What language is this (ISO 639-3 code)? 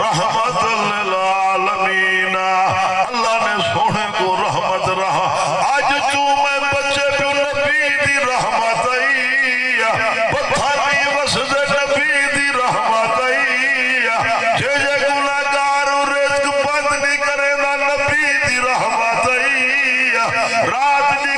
skr